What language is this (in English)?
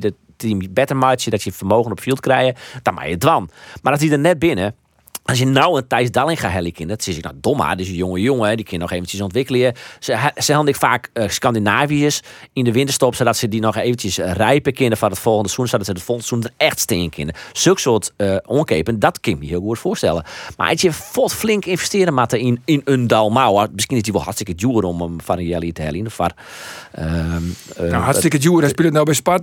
Western Frisian